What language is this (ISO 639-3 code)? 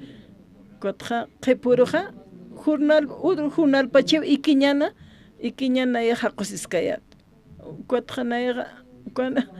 aym